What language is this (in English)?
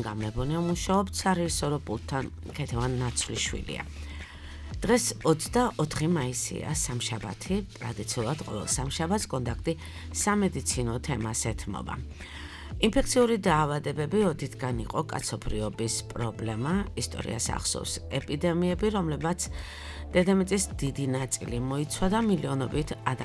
Georgian